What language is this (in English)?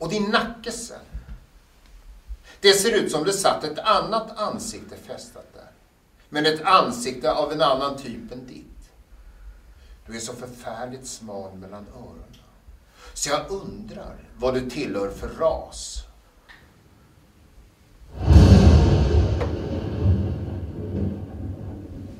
Swedish